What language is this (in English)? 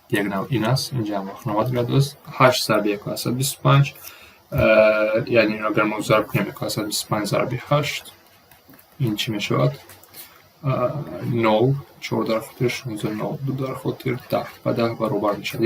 Tajik